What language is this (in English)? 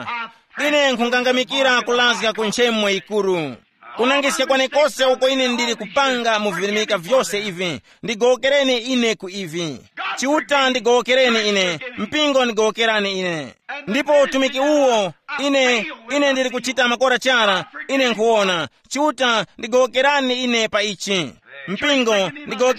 Tumbuka